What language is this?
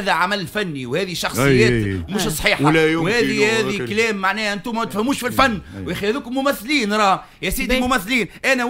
Tunisian Arabic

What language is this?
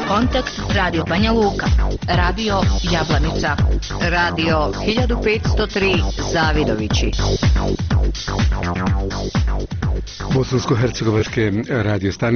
Bosnian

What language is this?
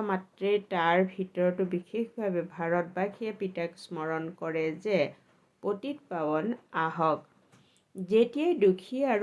Assamese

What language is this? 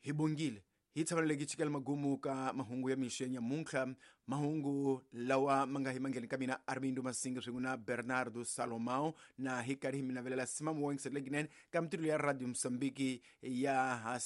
Tsonga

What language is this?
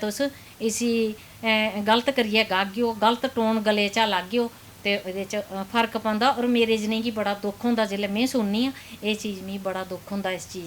Dogri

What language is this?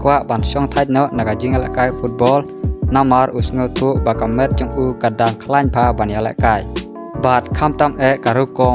Khasi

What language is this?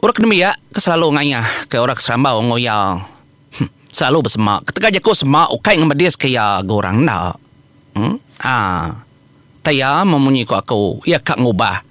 Iban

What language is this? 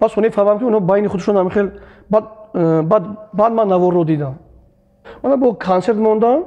Tajik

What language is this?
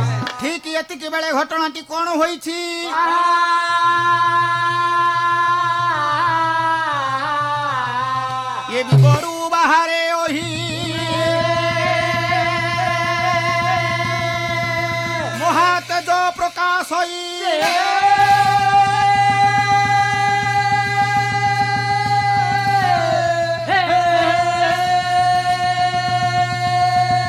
Odia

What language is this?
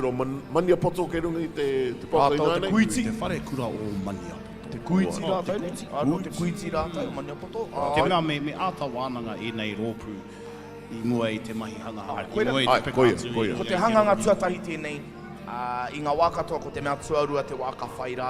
Māori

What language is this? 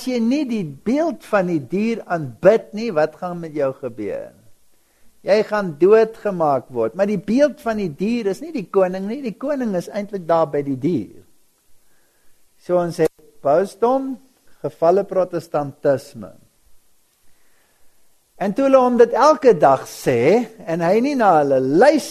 Afrikaans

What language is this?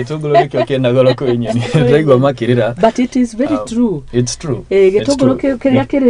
Kikuyu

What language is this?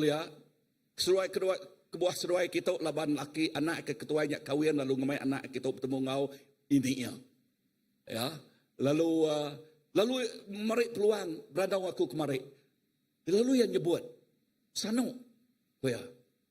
Iban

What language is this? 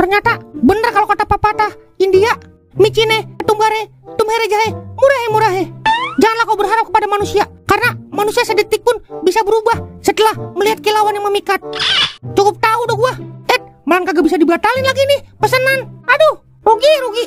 Betawi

